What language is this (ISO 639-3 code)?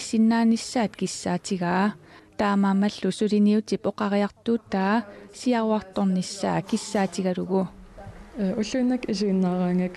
kal